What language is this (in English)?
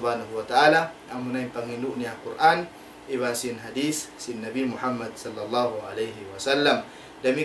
Tausug